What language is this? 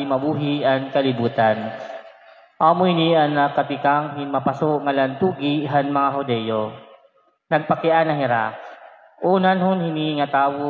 Waray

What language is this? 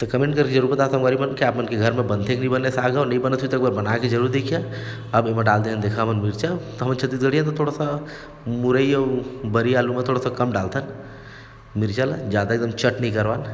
Chhattisgarhi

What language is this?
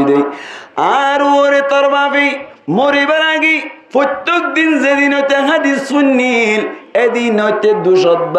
Rohingya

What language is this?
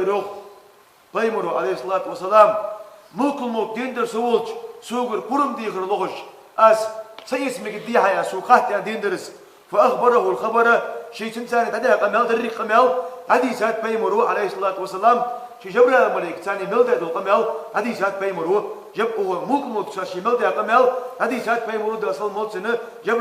Ingush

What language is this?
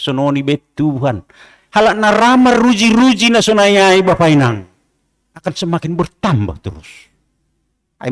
Batak Simalungun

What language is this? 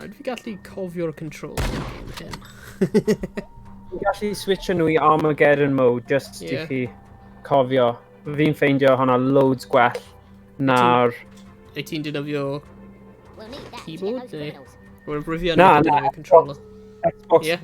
Welsh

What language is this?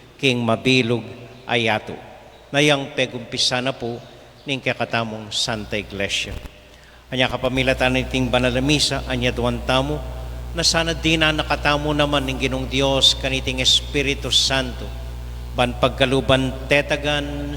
Pampanga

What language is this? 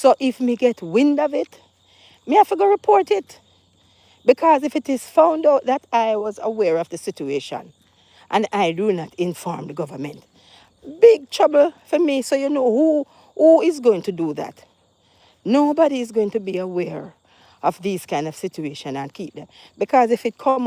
Jamaican Creole English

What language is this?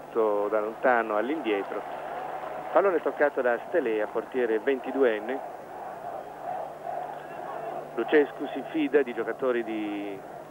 Italian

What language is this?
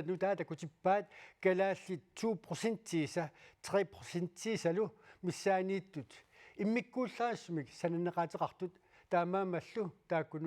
Kalaallisut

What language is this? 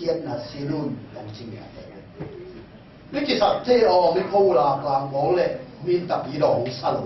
Tedim Chin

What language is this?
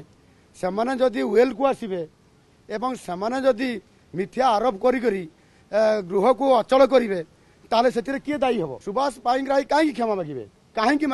Odia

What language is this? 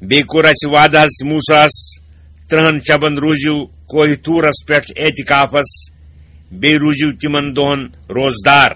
Kashmiri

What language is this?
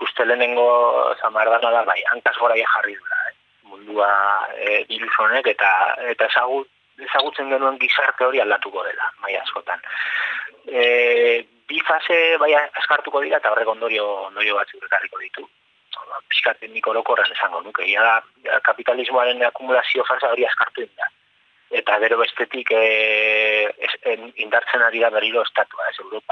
Basque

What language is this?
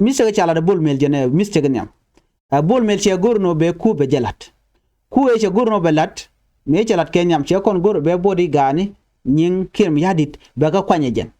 Nuer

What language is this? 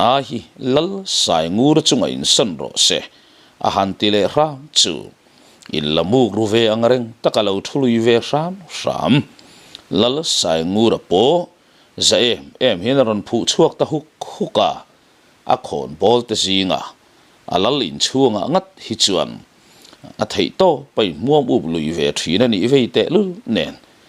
Mizo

